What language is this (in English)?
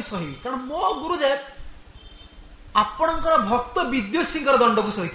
Odia